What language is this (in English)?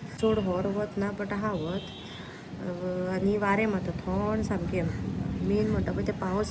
Konkani